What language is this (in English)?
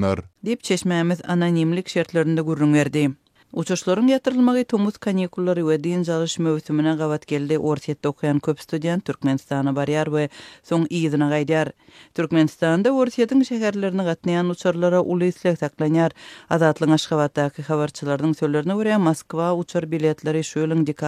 Turkmen